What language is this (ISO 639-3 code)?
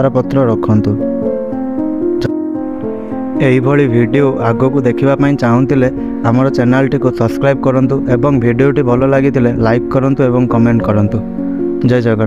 ori